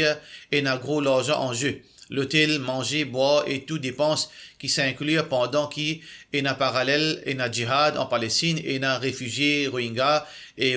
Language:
Morisyen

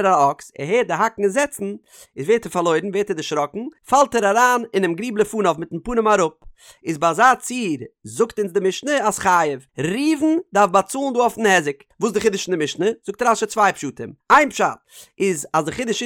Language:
Yiddish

